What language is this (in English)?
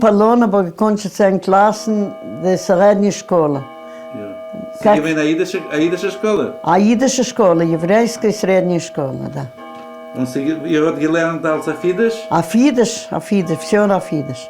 Yiddish